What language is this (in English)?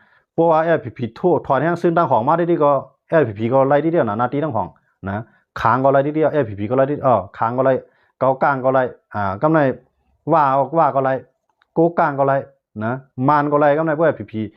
Shan